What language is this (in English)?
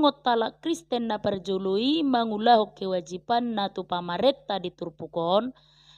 Batak Toba